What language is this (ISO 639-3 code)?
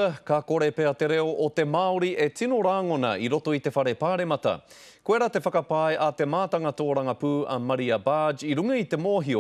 mri